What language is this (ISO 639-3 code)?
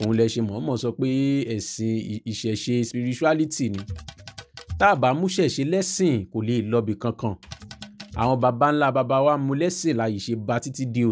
yor